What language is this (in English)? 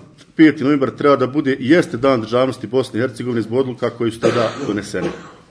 Bosnian